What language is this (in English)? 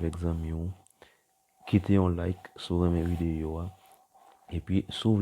Haitian Creole